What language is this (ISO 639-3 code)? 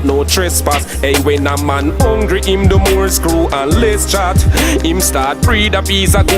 jam